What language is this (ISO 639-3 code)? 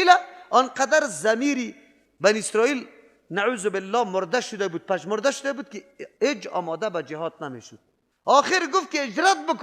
fas